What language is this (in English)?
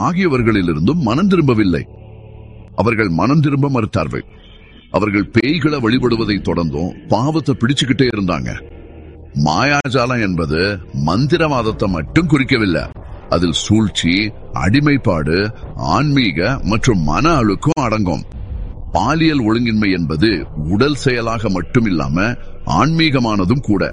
Tamil